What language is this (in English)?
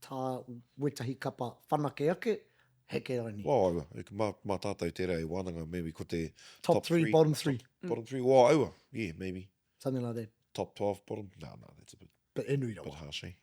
Māori